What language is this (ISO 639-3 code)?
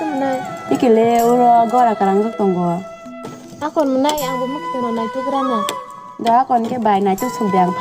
trp